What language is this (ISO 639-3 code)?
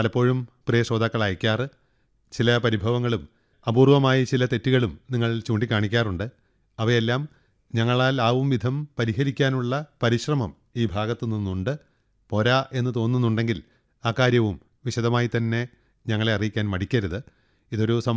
mal